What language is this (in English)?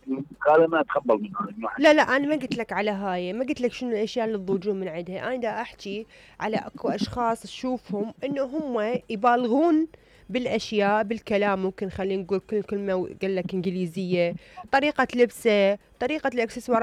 Mesopotamian Arabic